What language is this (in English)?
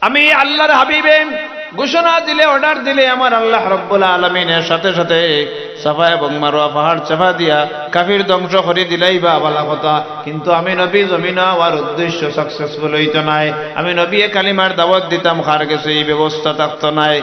Sylheti